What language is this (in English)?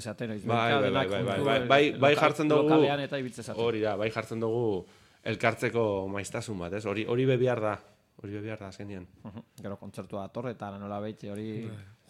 Basque